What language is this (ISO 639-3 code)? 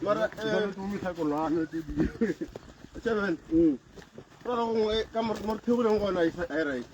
nso